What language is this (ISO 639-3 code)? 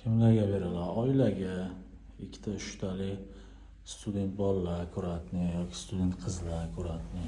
uzb